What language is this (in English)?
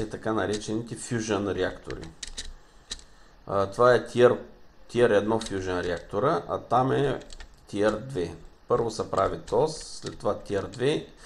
Bulgarian